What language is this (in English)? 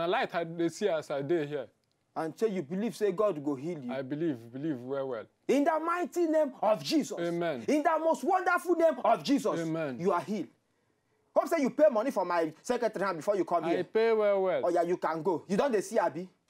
Nigerian Pidgin